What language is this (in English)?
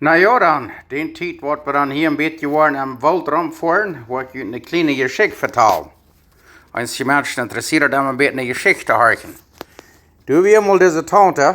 Plautdietsch